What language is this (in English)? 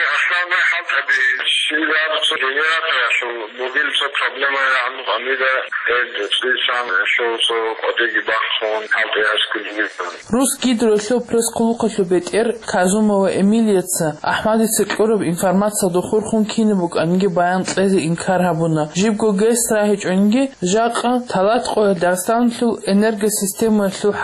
Avaric